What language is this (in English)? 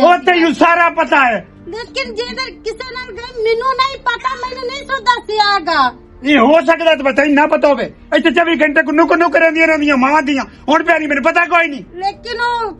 Western Panjabi